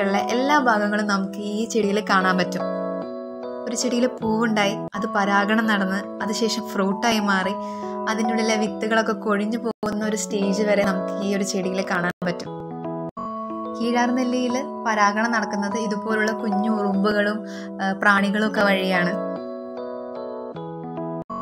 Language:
Malayalam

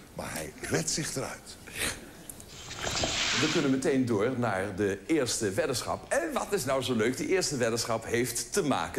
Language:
Dutch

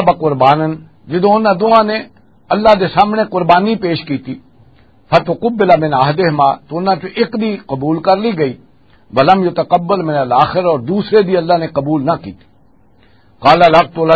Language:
Western Panjabi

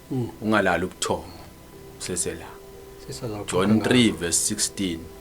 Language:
Zulu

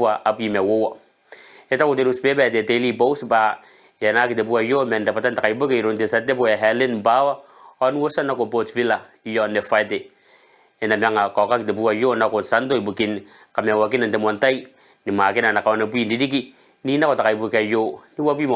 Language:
Gilbertese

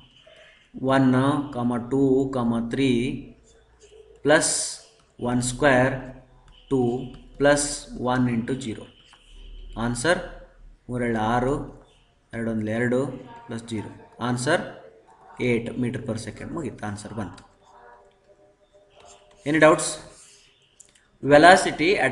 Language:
Kannada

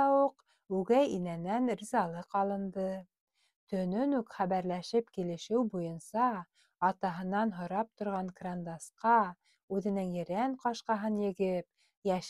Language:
Bashkir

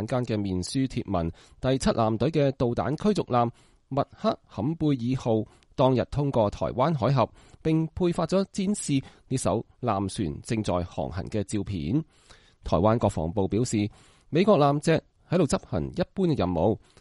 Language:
Cantonese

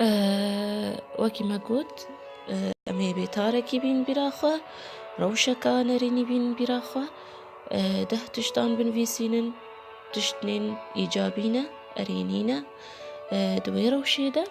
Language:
Kurdish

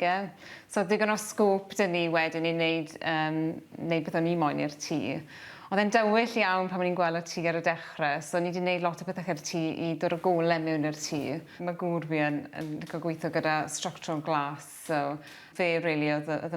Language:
Welsh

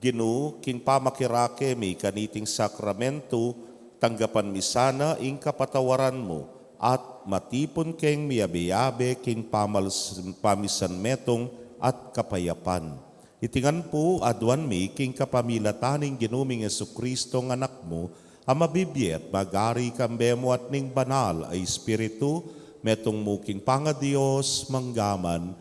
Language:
Pampanga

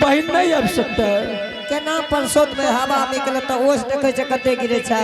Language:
Angika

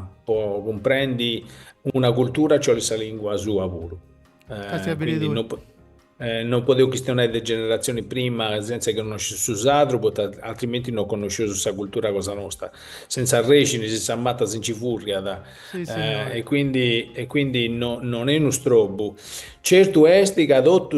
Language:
Sardinian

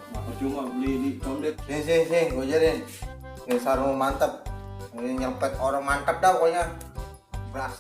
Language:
Betawi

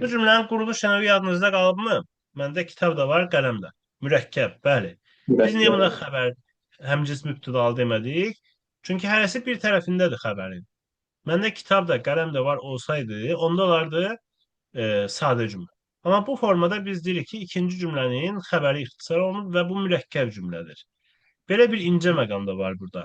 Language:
Azerbaijani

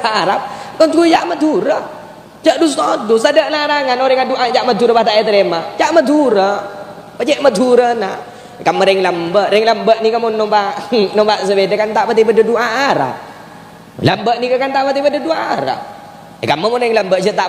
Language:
Madurese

